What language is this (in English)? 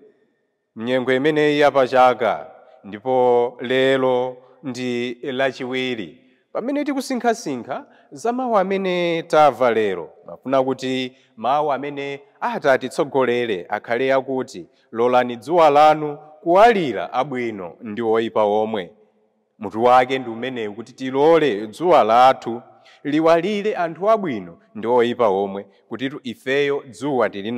Nyanja